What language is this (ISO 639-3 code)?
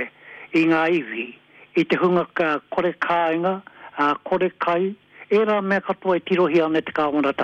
mri